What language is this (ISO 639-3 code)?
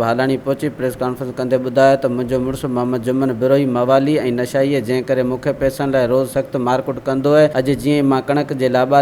snd